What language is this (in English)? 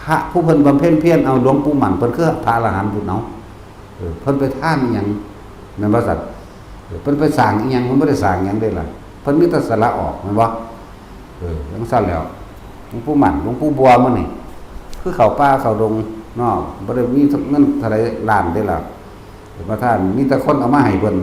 Northeastern Thai